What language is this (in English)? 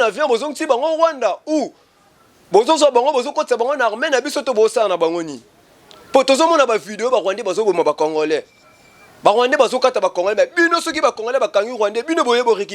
Lingala